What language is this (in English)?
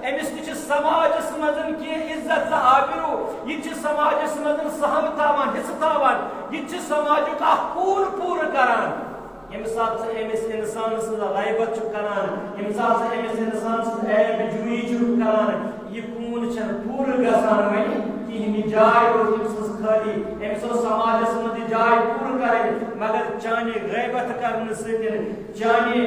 Kashmiri